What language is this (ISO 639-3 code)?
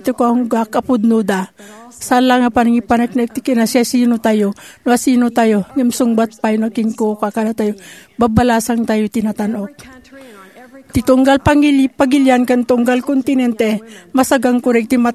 ilo